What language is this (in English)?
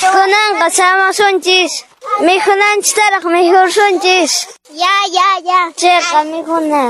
Quechua